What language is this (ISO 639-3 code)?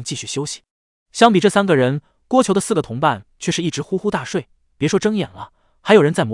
zho